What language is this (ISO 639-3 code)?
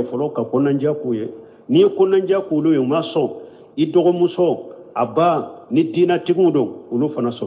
bam